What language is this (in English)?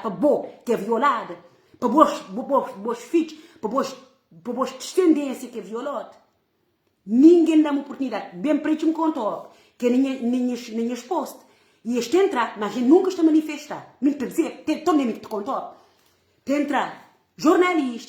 Kabuverdianu